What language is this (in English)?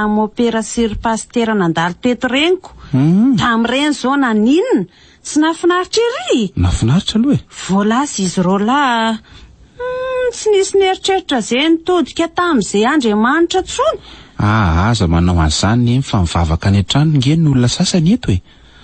Malagasy